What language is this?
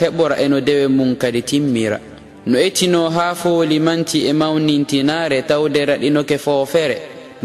Fula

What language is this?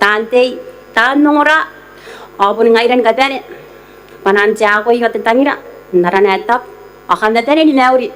Gilbertese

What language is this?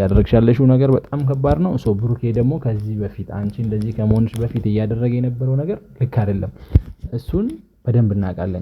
Amharic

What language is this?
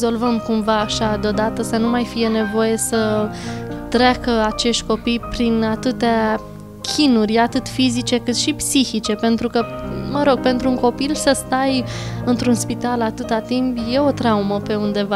Romanian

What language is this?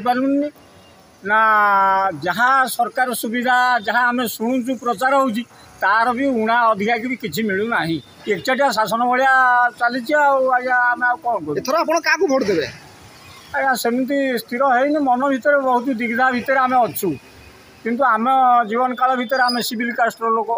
Odia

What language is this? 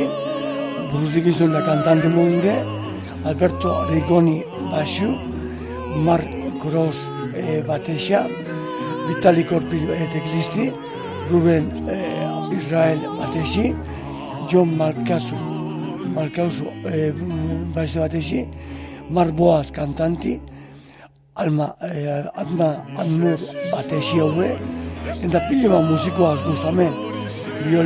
Basque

